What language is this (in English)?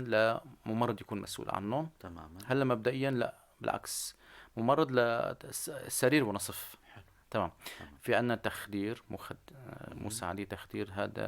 North Levantine Arabic